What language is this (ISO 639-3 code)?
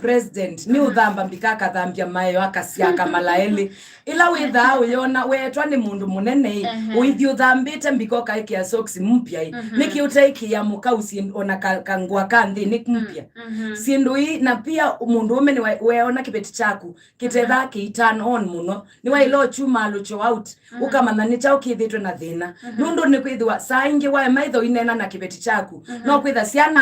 kam